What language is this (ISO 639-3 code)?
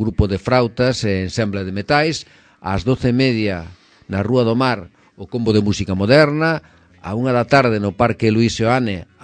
glg